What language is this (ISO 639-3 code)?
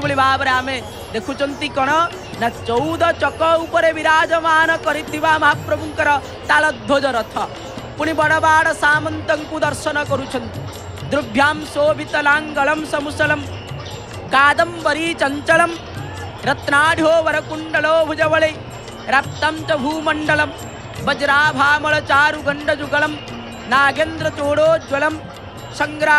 ori